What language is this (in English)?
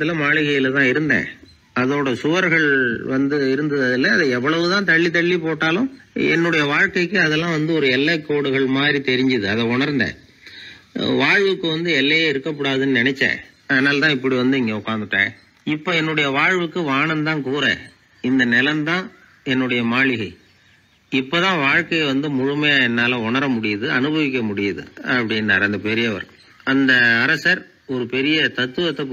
Tamil